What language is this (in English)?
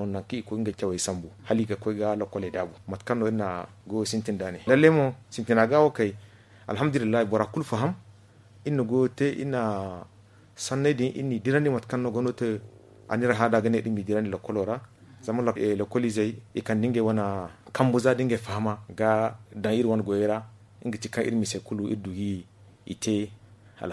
Zarma